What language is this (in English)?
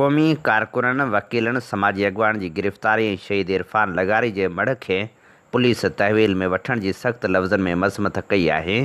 Sindhi